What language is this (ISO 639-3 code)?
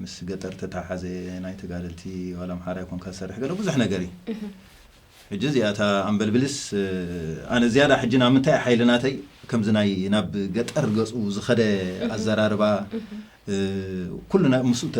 tir